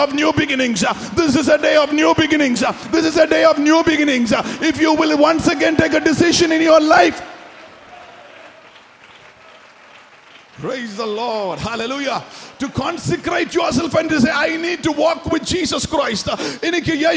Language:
Malayalam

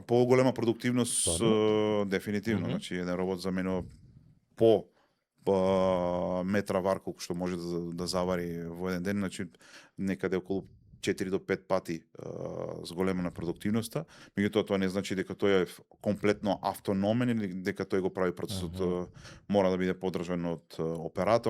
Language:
Macedonian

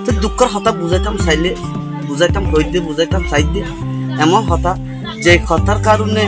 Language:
Rohingya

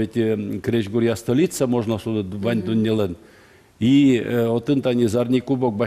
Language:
Udmurt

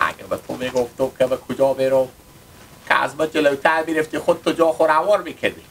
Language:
Hazaragi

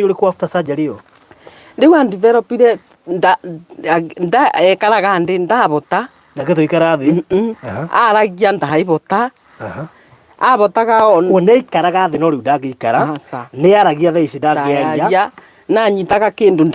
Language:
Kikuyu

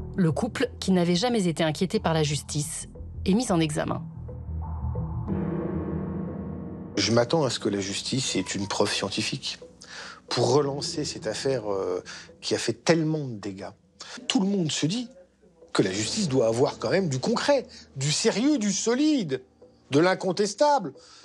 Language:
French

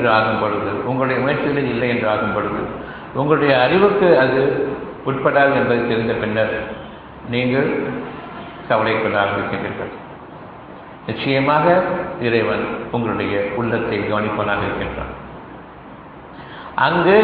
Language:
Tamil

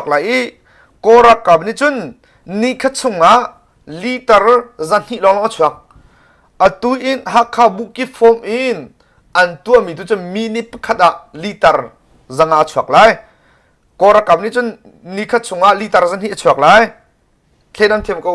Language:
Hakha Chin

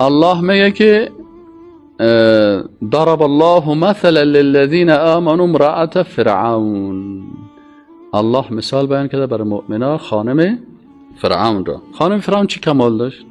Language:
Persian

